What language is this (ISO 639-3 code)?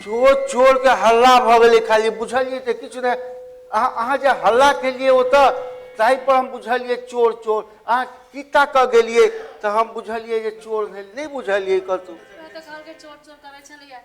mai